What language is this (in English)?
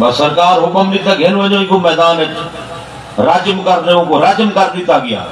Saraiki